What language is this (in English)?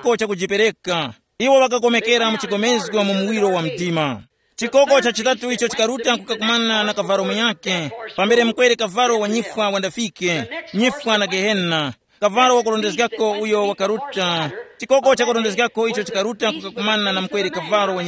Tumbuka